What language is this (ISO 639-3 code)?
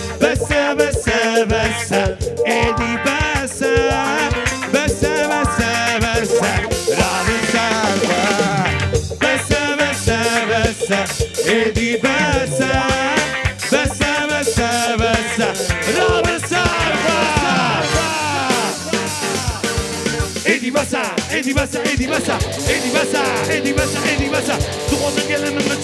kur